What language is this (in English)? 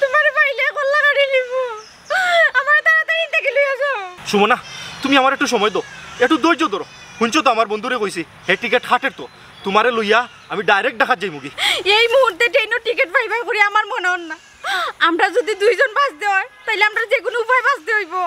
Sylheti